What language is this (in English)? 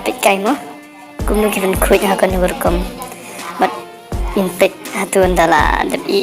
Khasi